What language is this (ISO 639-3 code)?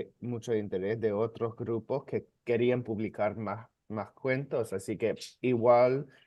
lad